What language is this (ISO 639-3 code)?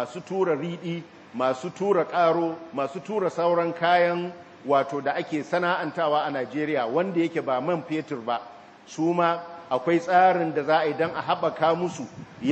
hau